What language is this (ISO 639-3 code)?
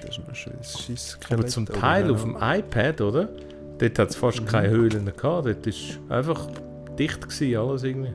gsw